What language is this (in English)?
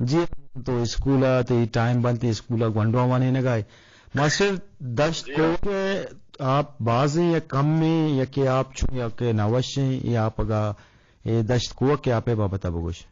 Eastern Balochi